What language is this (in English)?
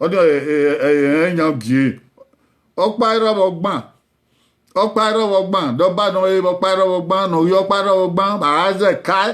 Bini